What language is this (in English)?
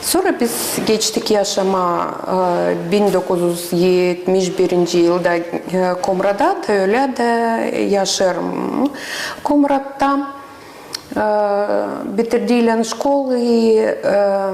Gagauz